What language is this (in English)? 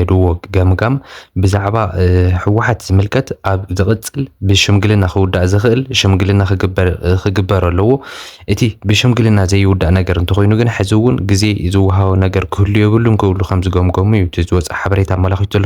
Tigrinya